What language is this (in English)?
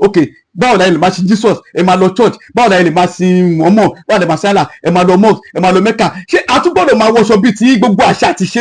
Yoruba